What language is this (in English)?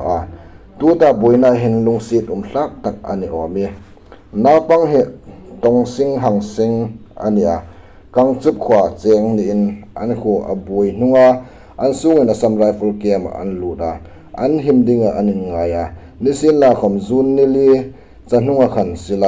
Hmar